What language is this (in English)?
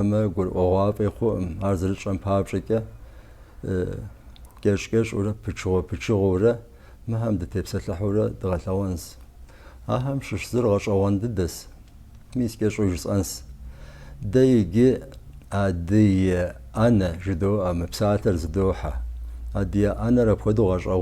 Kabardian